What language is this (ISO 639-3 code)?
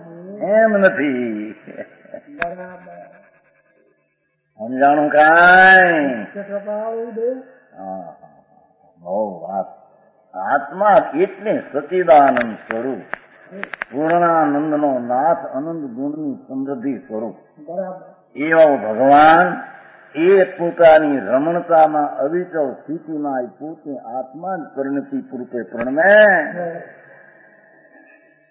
guj